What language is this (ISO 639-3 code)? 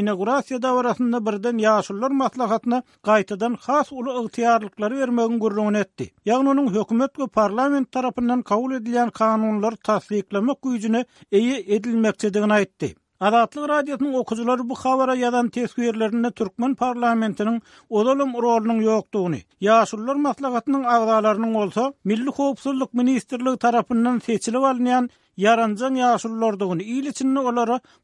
tuk